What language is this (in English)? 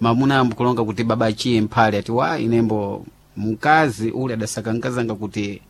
Sena